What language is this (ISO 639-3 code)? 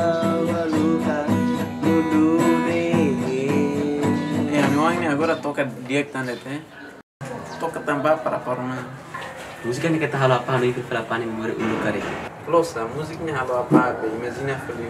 tet